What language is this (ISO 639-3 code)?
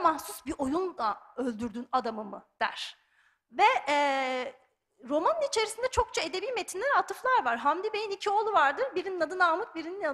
tur